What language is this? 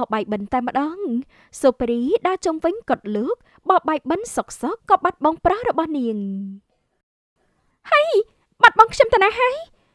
Khmer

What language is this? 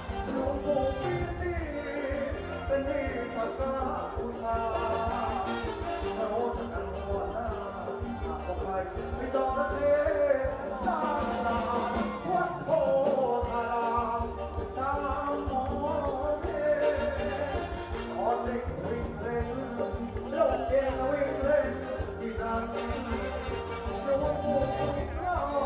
Thai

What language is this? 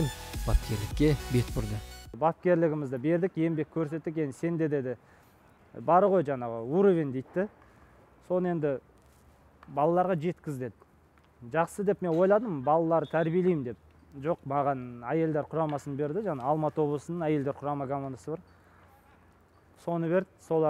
Kazakh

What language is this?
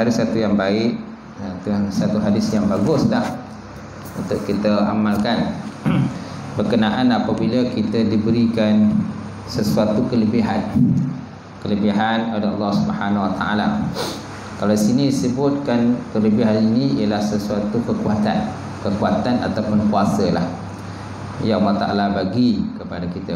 Malay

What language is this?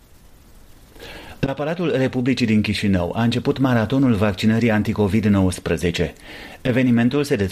Romanian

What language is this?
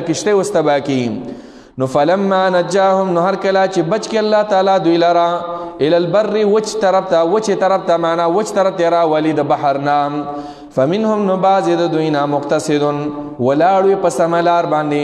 Pashto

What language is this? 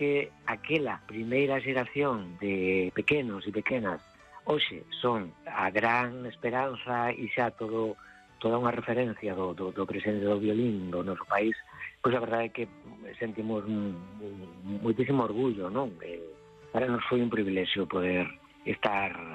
Galician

